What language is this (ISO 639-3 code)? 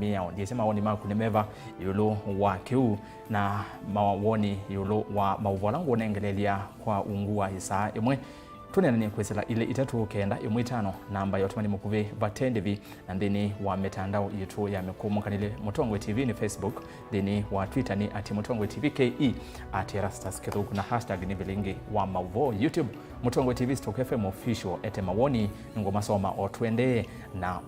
kam